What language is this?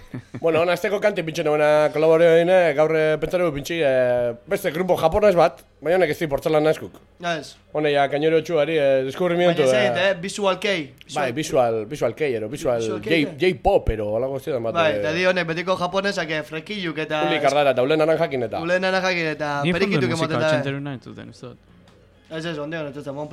Basque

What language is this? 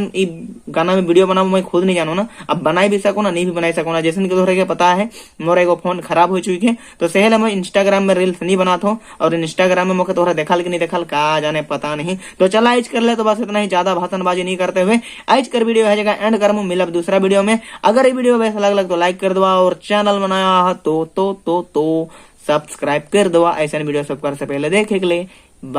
Sadri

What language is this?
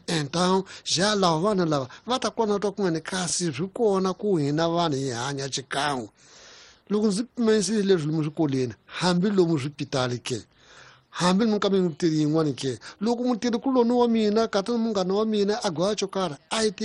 Tsonga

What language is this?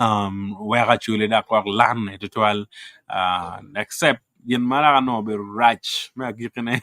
Acoli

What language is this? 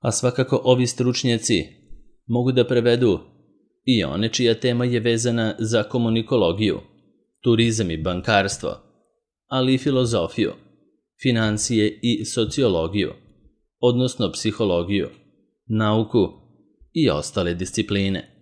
Serbian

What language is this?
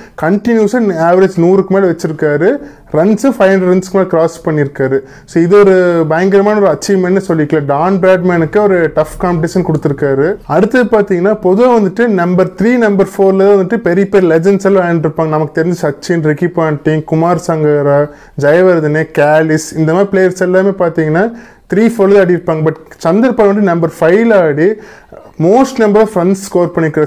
Tamil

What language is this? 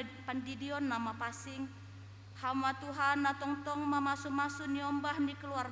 Batak Simalungun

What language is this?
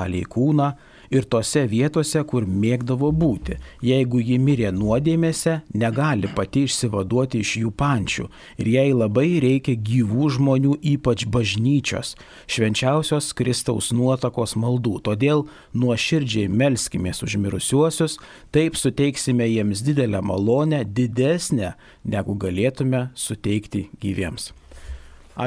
Lithuanian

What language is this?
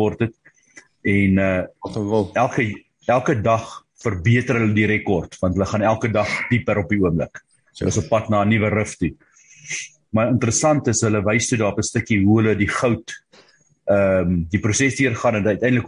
Afrikaans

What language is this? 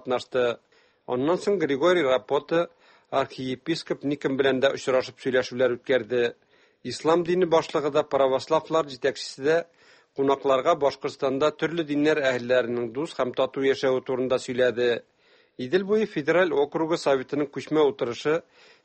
Tatar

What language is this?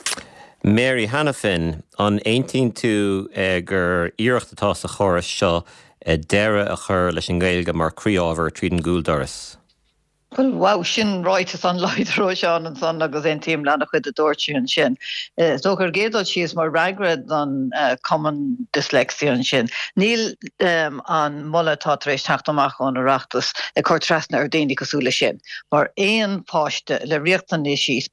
Irish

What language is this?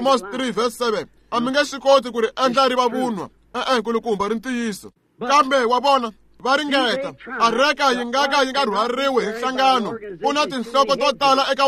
Tsonga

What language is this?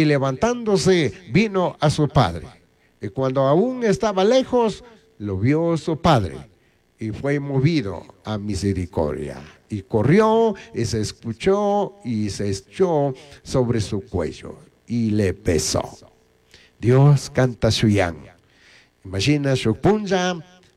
Chimborazo Highland Quichua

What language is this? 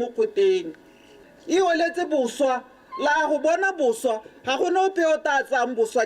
Tswana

